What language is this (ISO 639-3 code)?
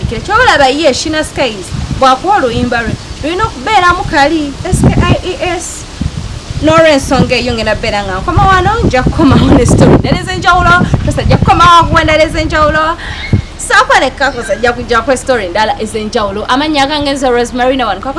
lug